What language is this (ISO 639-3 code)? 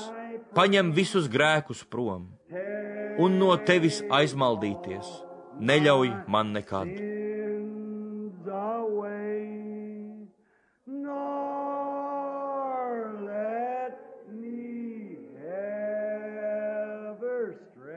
lav